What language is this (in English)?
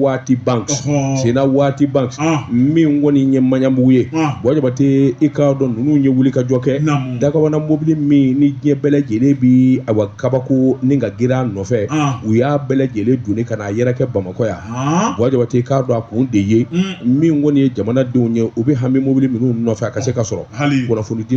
Bambara